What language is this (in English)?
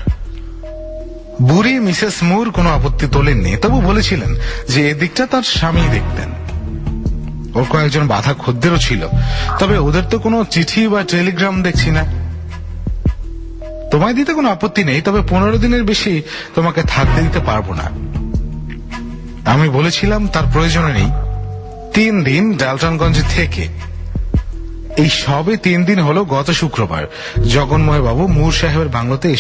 Bangla